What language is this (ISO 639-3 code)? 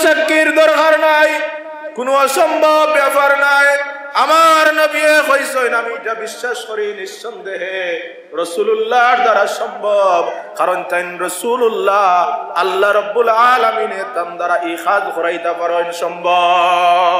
syl